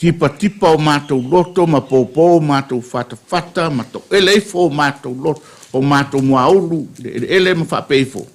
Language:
Samoan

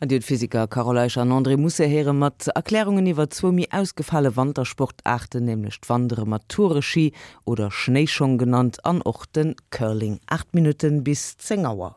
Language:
Luxembourgish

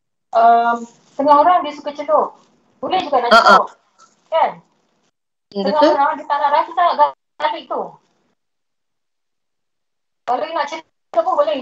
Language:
Malay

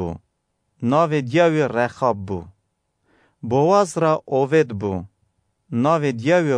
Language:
Kurdish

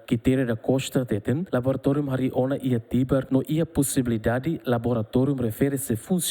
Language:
Tetum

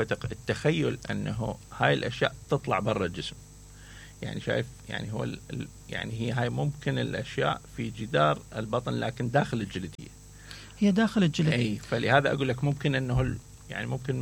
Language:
Mesopotamian Arabic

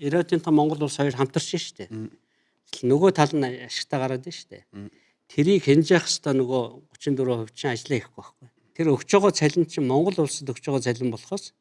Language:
Mongolian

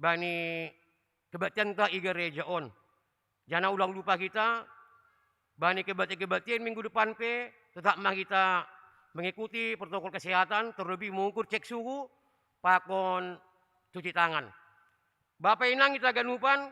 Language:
Batak Simalungun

